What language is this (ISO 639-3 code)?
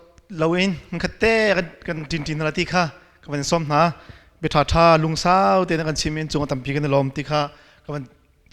cnh